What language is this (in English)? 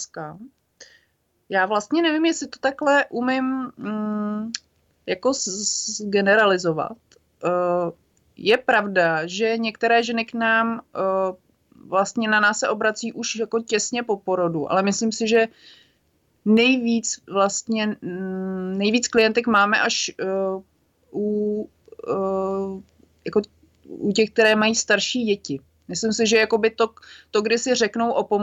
Czech